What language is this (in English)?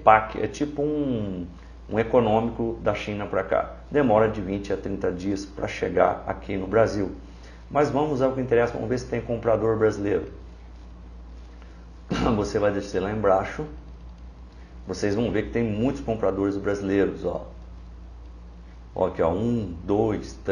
Portuguese